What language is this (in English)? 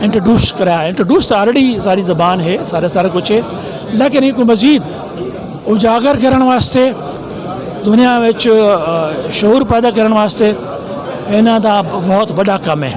Saraiki